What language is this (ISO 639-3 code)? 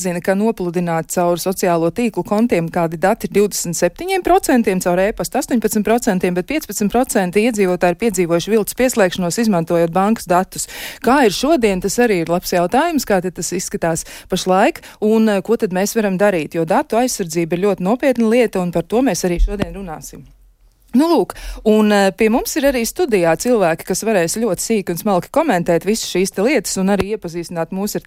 lav